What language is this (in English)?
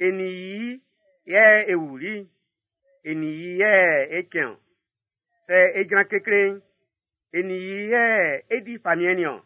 Baoulé